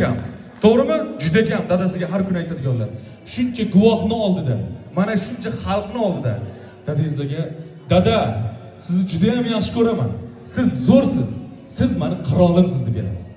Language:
Uzbek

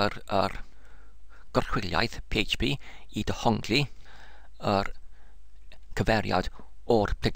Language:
Welsh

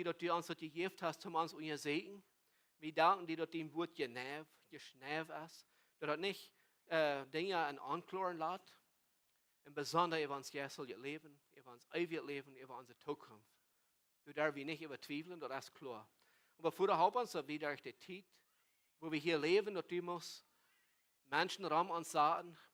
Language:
Plautdietsch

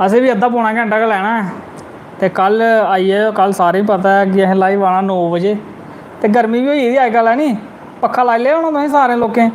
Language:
Dogri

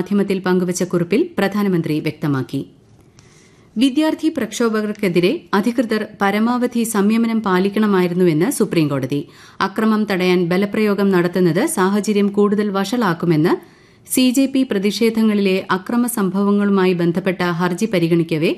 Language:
Malayalam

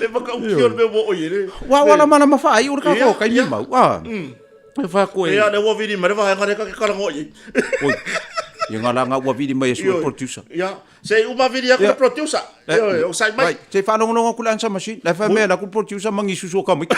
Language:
Samoan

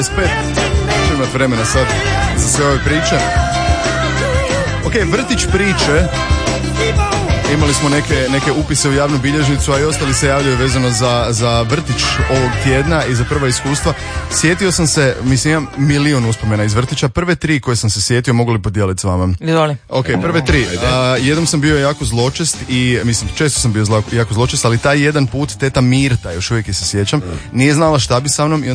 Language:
Croatian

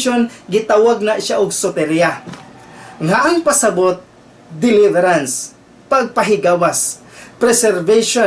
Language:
Cebuano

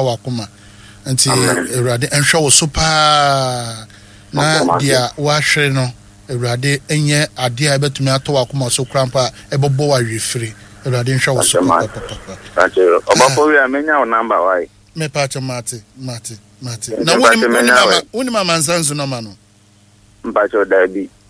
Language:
Akan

